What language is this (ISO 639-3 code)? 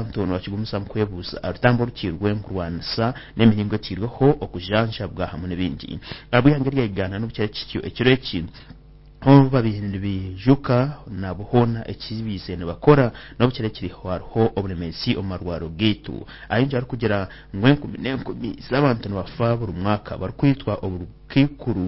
nyn